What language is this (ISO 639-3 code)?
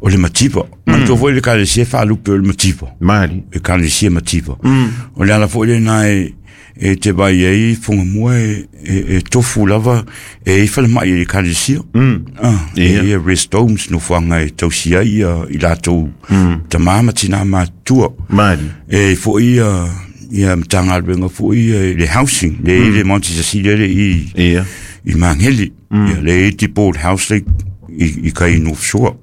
smo